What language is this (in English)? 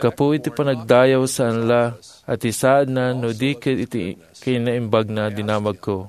Iloko